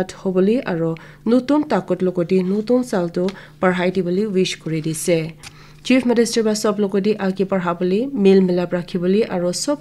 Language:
Naga Pidgin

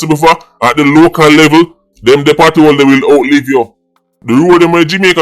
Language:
Jamaican Creole English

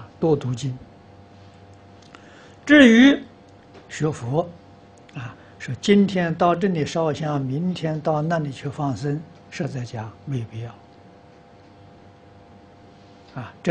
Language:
Chinese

